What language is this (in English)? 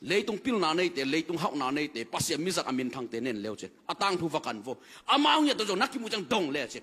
Tedim Chin